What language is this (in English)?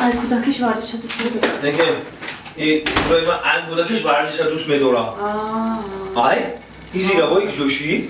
Tajik